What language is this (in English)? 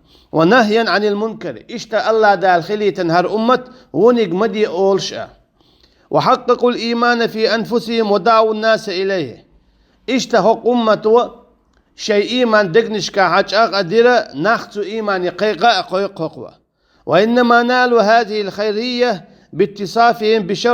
Chechen